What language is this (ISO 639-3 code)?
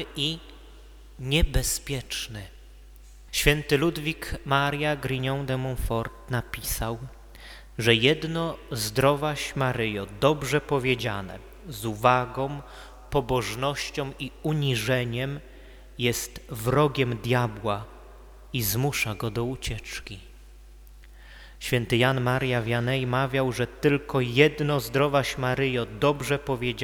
pol